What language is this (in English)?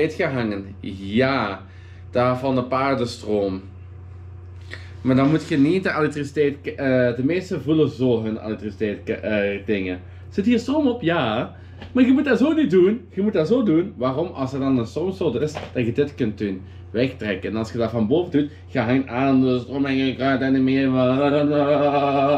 Dutch